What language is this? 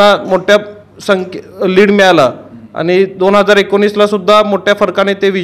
Marathi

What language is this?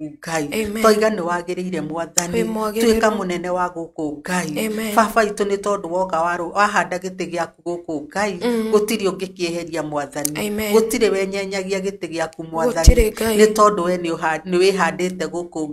Kikuyu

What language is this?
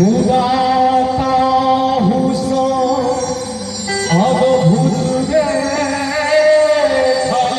Maithili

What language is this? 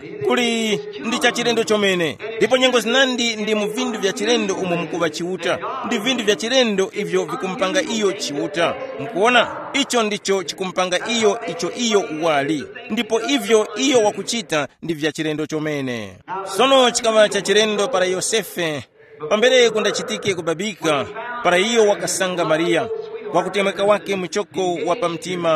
Tumbuka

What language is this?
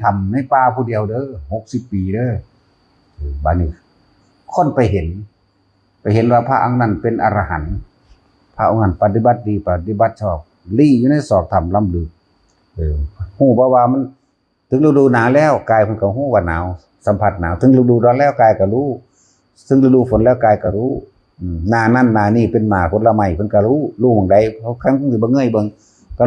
Northeastern Thai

